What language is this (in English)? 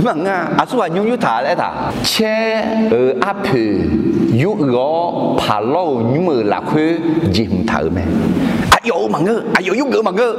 Akha